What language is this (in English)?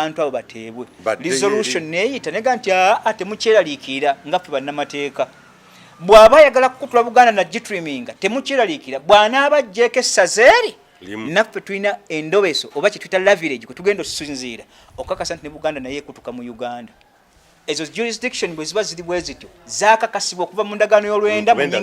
Ganda